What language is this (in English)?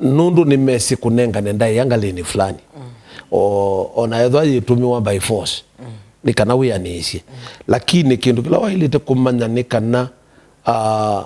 Kamba